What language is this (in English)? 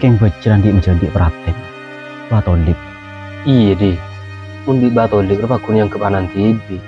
Madurese